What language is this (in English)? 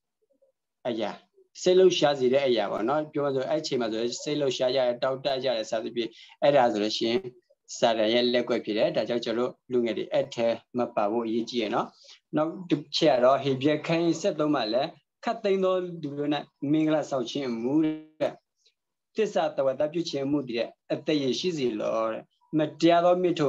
Burmese